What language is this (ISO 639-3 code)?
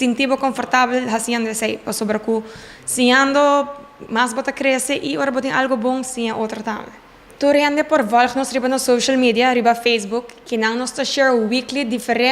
pap